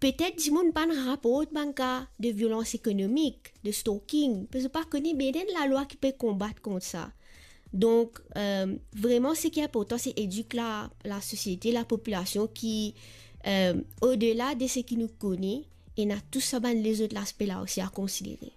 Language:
Morisyen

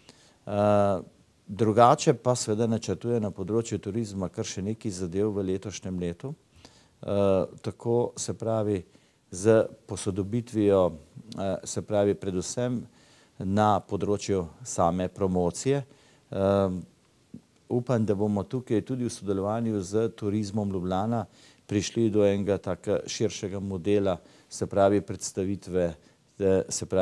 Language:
Slovenian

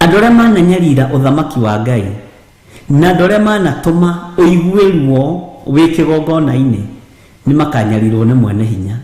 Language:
Kikuyu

